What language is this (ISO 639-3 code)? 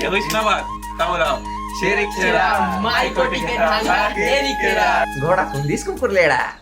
hne